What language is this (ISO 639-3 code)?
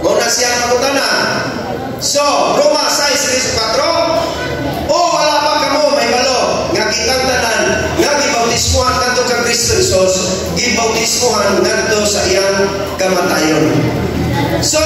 ceb